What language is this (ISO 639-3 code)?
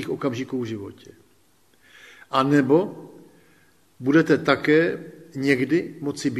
ces